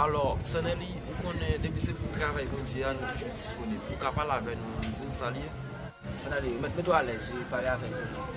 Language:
Haitian Creole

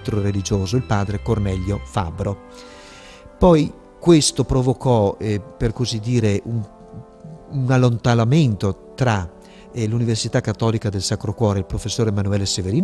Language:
Italian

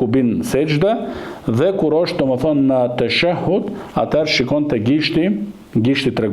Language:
Albanian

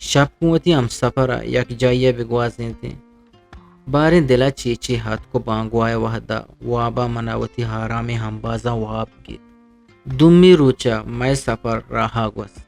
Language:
Eastern Balochi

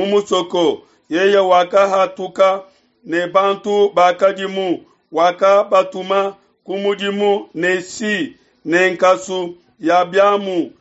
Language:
Luba-Lulua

